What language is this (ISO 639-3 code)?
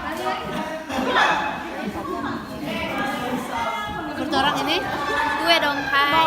xmm